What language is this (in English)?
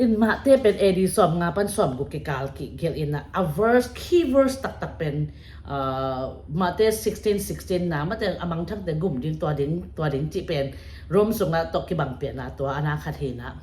Tedim Chin